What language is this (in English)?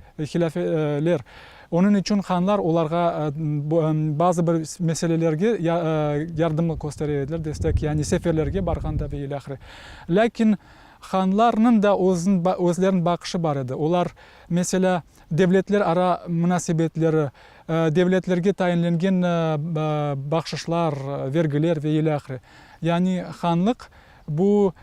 Crimean Tatar